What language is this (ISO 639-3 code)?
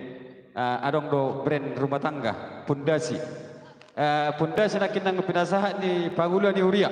bbc